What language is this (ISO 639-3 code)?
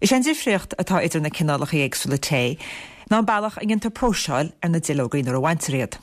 gle